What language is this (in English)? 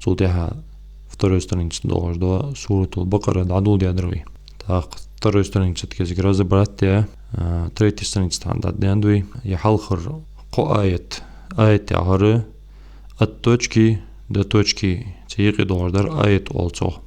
Ingush